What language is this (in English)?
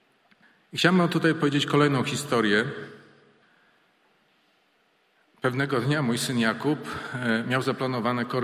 Polish